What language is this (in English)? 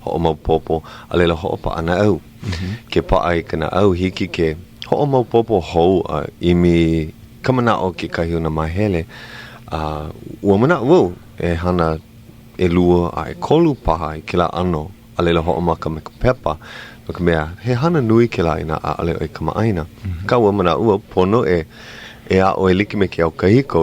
Hawaiian